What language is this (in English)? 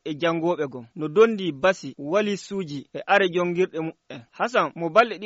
Fula